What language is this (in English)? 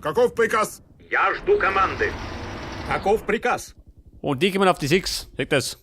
Bavarian